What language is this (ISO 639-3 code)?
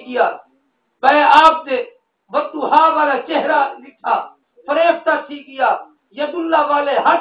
skr